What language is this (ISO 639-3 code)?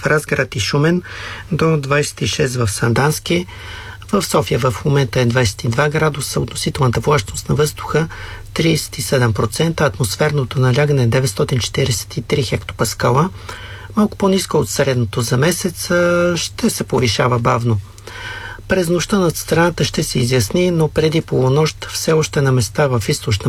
bul